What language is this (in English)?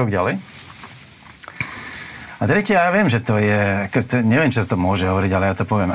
Slovak